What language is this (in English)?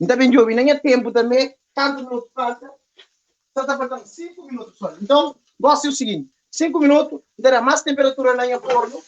Kabuverdianu